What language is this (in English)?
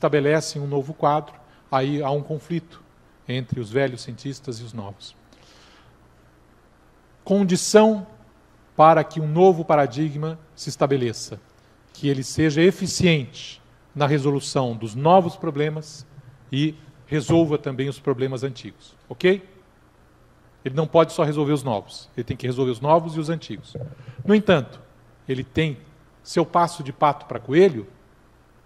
Portuguese